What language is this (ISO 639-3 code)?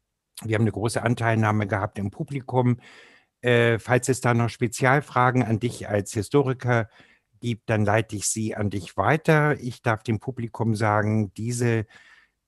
deu